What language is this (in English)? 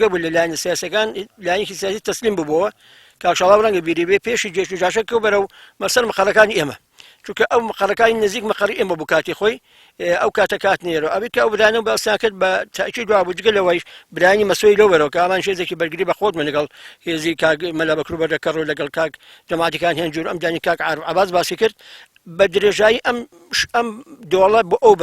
Central Kurdish